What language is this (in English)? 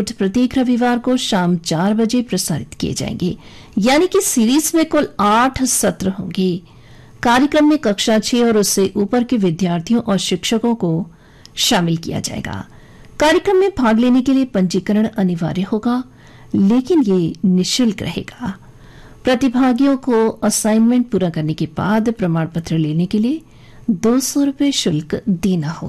Hindi